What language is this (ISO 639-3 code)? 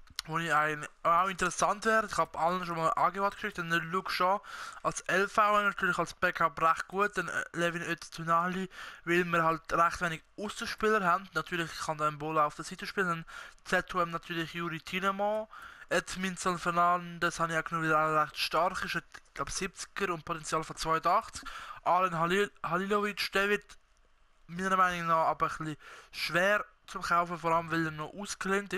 gsw